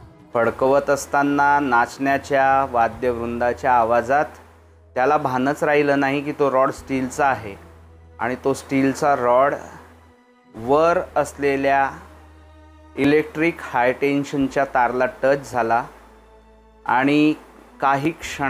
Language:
Marathi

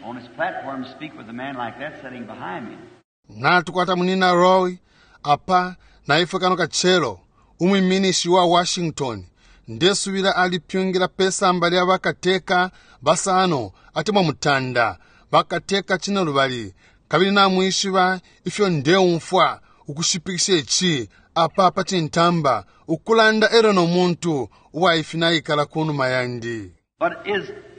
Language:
Bemba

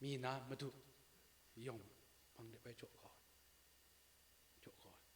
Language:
Kachin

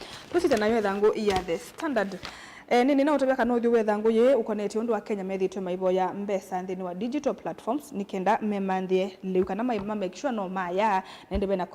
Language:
Kamba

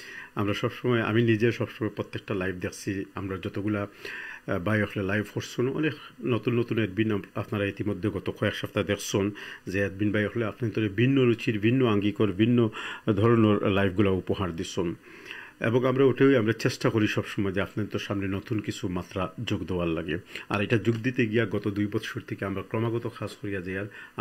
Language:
Sylheti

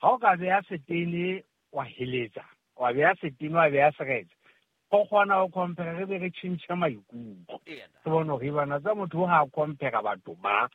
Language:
Southern Sotho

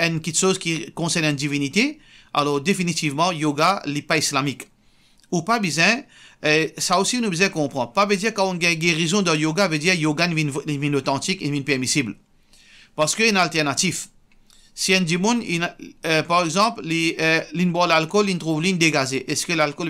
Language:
Morisyen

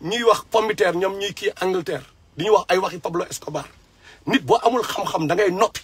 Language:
Wolof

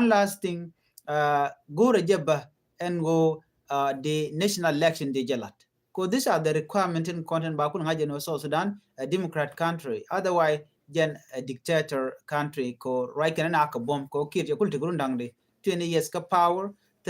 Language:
Nuer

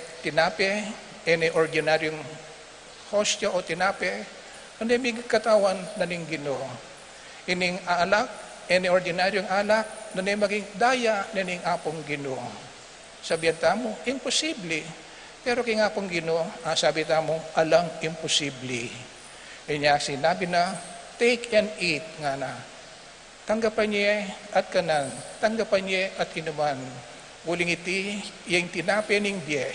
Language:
Pampanga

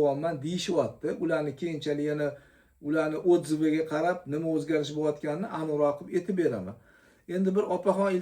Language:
Uzbek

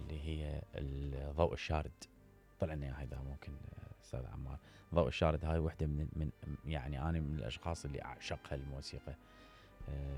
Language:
Mesopotamian Arabic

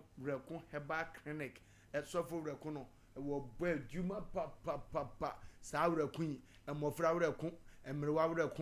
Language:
Akan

